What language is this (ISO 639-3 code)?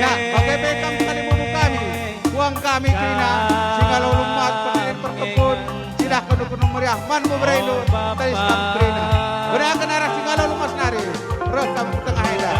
btx